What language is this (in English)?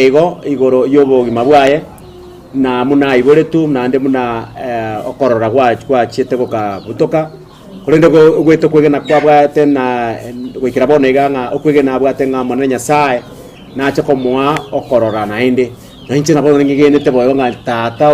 Gusii